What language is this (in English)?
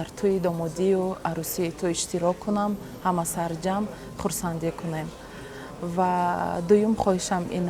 Tajik